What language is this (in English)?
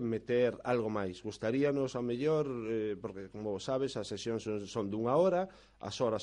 Galician